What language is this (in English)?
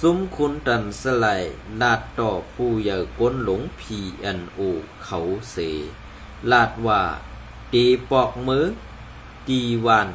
Shan